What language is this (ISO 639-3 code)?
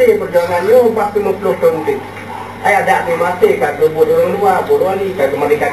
ace